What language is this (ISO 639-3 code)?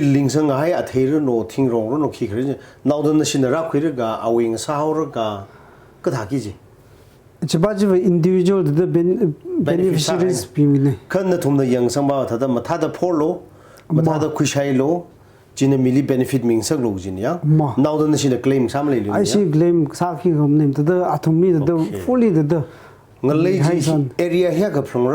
nmf